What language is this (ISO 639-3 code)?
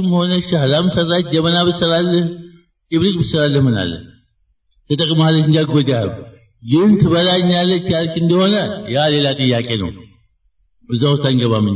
amh